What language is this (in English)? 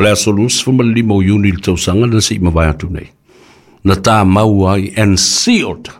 Samoan